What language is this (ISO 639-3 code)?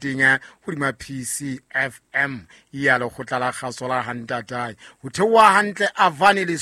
sot